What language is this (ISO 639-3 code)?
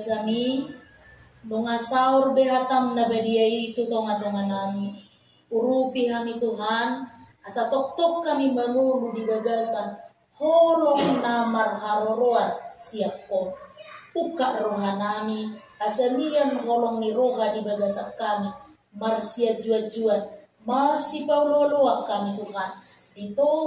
bbc